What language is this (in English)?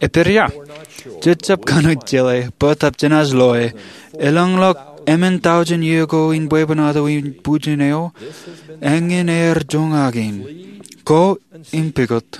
Marshallese